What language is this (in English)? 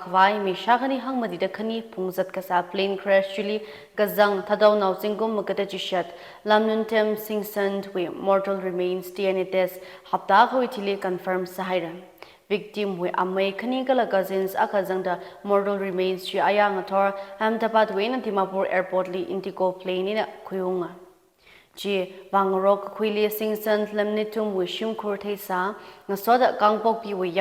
Tangkhul Naga (India)